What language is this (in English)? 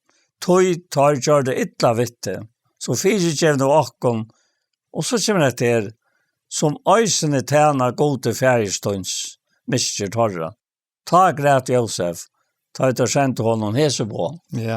Faroese